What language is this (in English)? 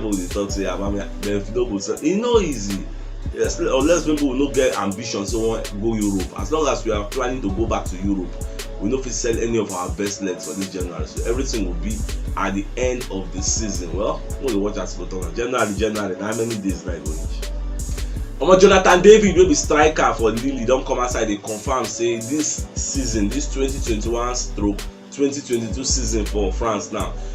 Nigerian Pidgin